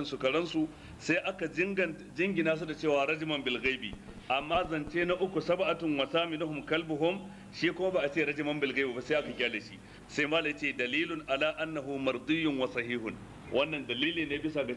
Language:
Hausa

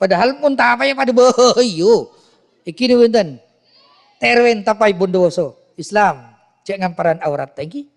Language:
Madurese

